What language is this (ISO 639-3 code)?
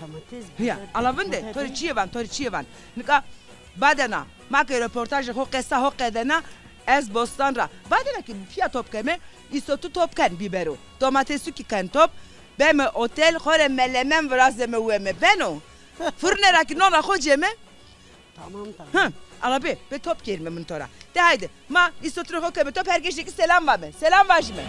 zza